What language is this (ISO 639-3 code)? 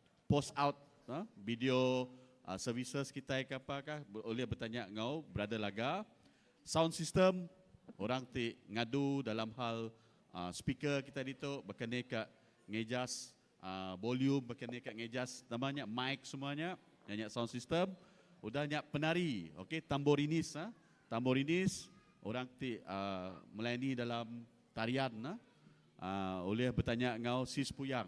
iba